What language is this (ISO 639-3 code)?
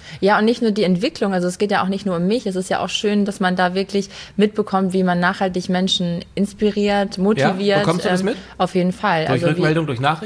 deu